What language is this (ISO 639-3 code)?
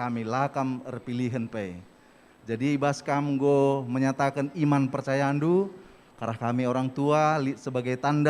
btx